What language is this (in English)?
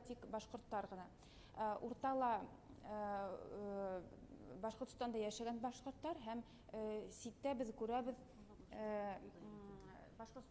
Bashkir